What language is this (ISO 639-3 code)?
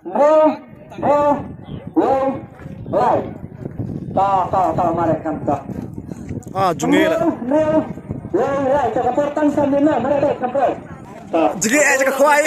kha